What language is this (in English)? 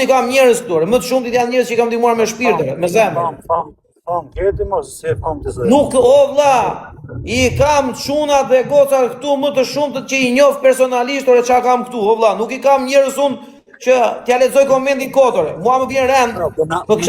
Albanian